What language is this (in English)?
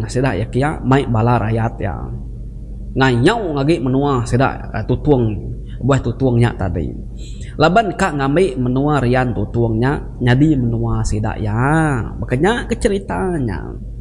Iban